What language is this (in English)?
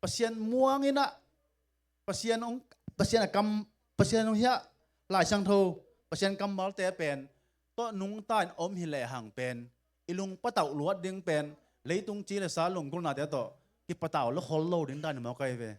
Tedim Chin